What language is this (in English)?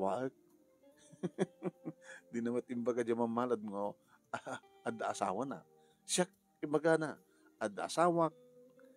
Iloko